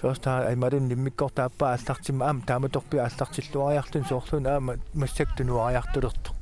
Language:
Kalaallisut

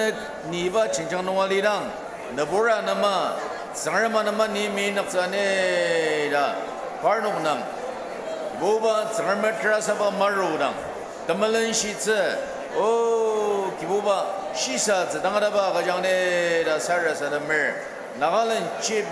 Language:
Ao Naga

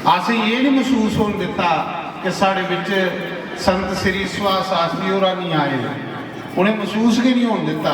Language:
Dogri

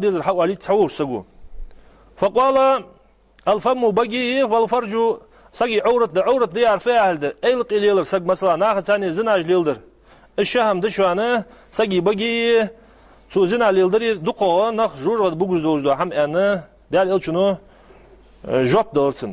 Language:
Ingush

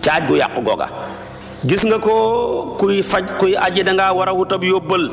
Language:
Wolof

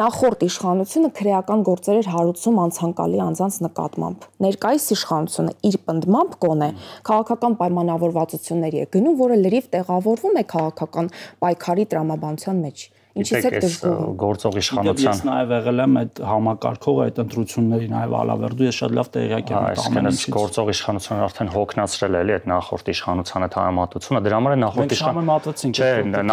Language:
Armenian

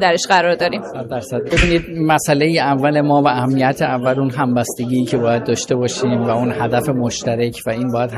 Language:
Persian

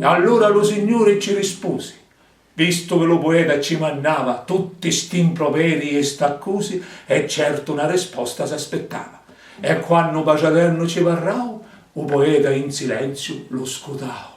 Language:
Sicilian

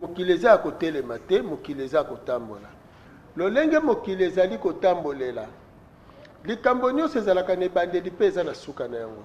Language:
Lingala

